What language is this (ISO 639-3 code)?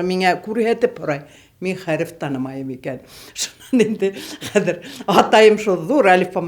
bak